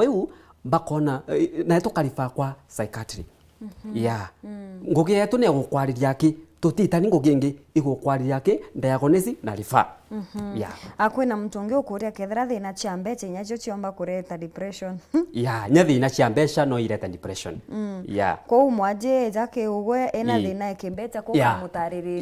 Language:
Meru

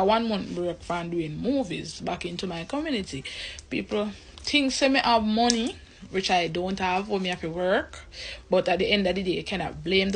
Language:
Jamaican Creole English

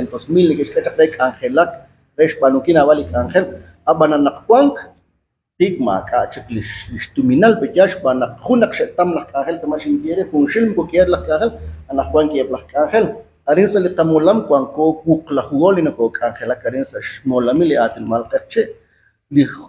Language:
Kekchí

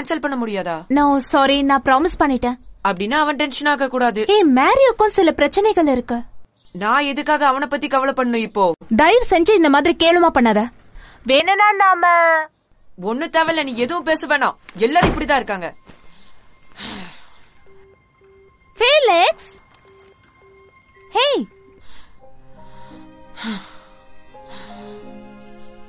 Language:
Tamil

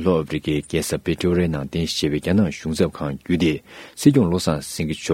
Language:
Tibetan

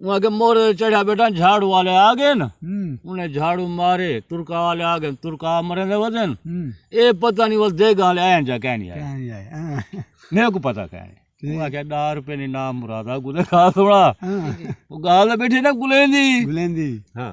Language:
Saraiki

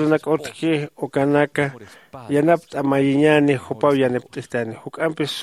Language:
Aymara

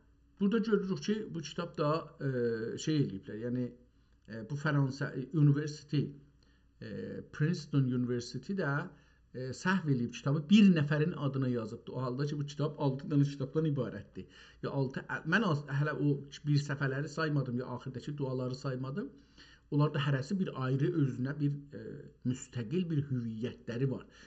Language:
South Azerbaijani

